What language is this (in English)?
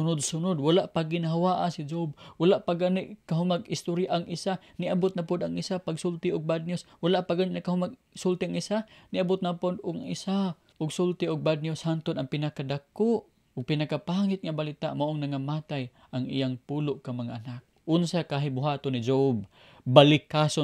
Cebuano